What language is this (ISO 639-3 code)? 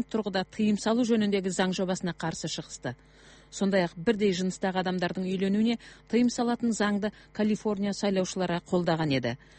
kaz